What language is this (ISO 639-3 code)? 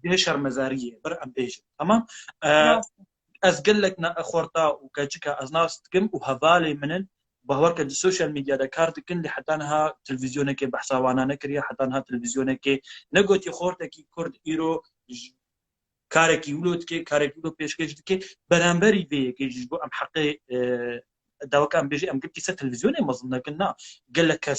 kur